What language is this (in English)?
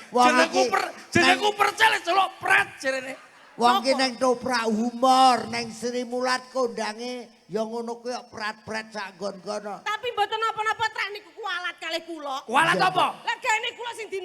Javanese